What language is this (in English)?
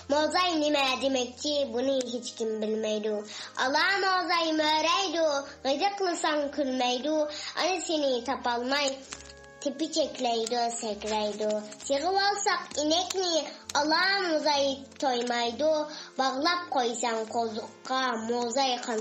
Uyghur